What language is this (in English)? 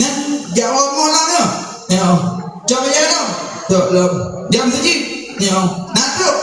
Achinese